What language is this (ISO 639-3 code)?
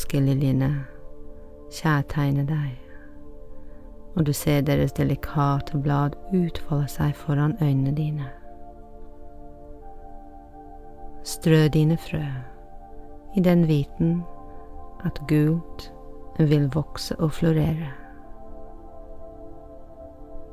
nor